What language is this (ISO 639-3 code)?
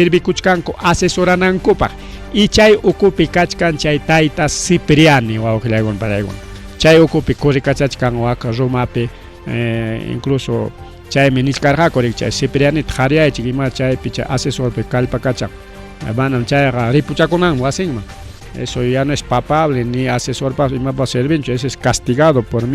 quy